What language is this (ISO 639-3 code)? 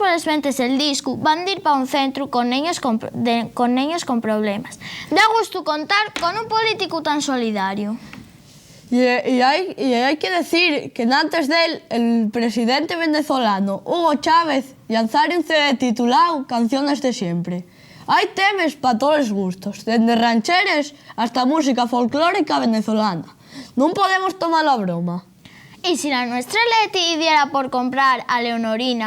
ast